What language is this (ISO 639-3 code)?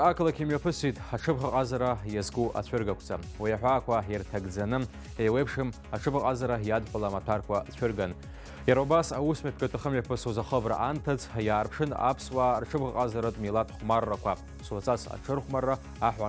abk